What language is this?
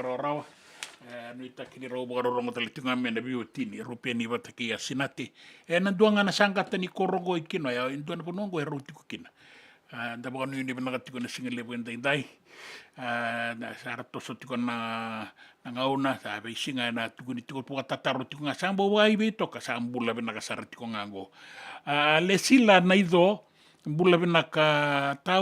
Fijian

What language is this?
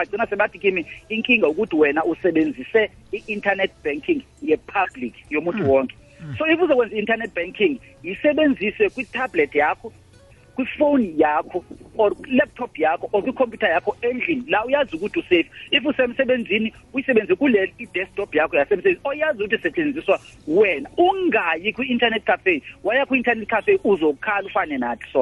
South Ndebele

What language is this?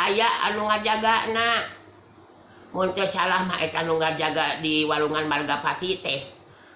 Sundanese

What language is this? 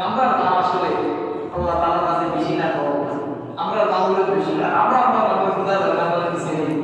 Sylheti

